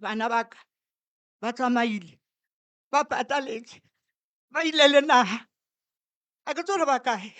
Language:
Northern Sotho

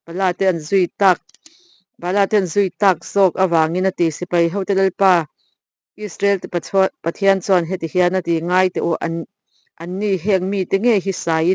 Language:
Mizo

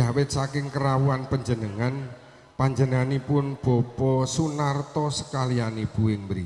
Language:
Javanese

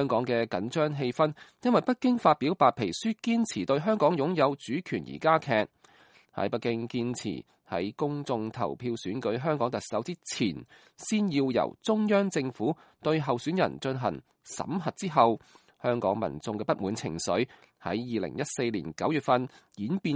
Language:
Cantonese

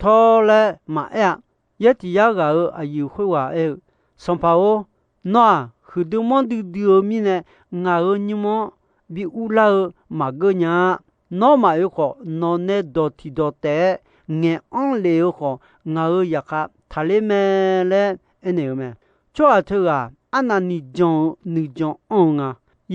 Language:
Akha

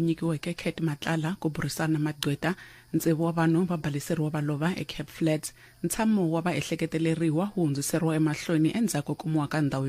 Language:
Tsonga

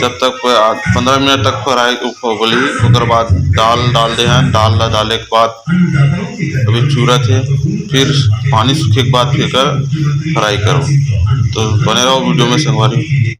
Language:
Chhattisgarhi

